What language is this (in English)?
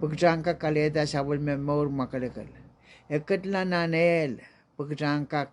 Pohnpeian